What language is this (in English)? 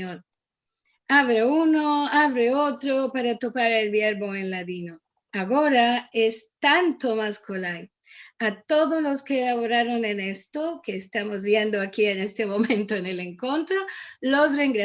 Ladino